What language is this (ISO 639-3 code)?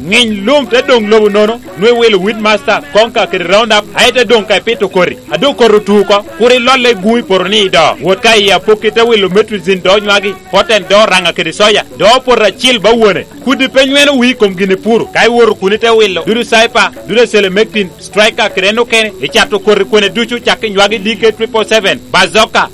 laj